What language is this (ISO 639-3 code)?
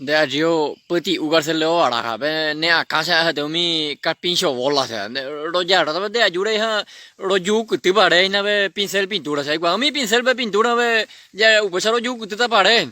grn